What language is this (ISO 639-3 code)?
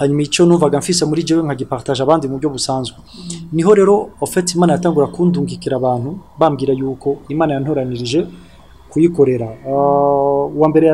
run